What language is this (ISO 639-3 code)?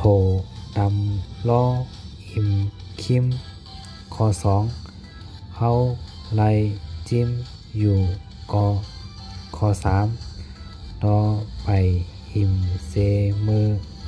shn